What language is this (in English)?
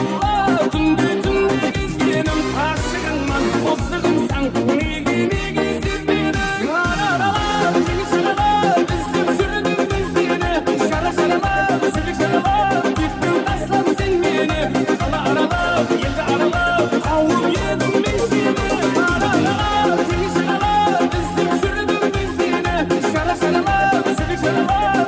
Kara-Kalpak